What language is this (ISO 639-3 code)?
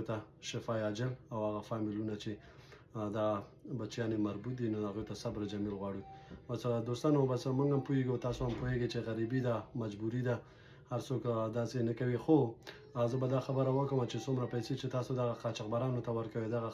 pus